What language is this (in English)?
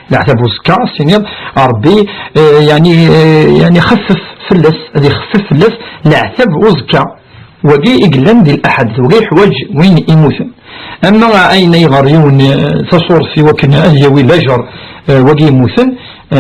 Kabyle